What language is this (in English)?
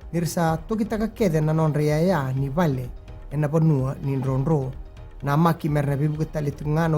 Fijian